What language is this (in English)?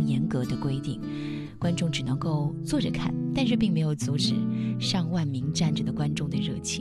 Chinese